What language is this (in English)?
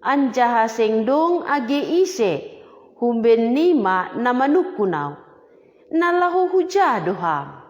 Batak Simalungun